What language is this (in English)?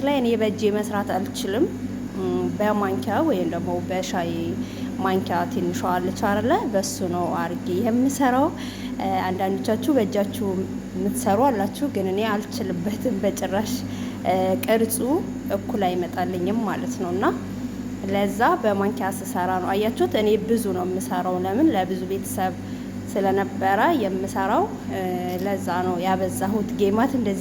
Amharic